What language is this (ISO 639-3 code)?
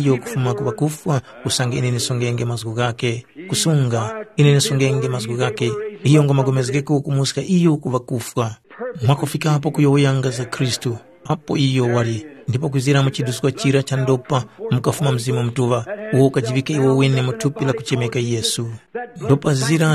tum